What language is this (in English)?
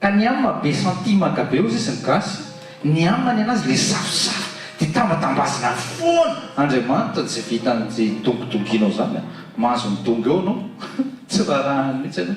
Malagasy